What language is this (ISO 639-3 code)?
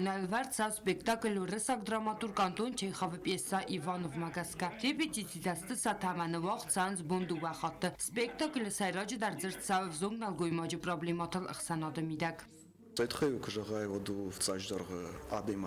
oss